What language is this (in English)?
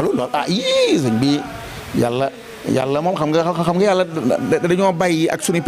Wolof